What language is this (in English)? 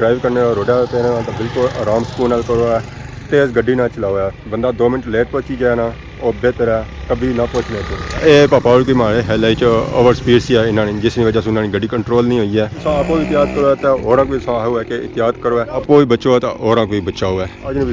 Pahari-Potwari